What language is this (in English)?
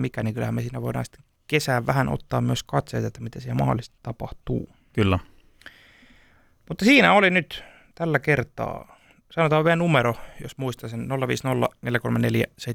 Finnish